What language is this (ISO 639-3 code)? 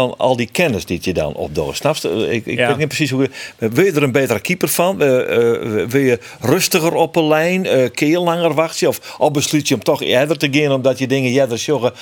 fry